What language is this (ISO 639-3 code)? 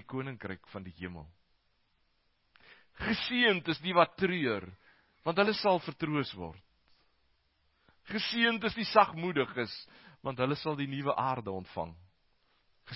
afr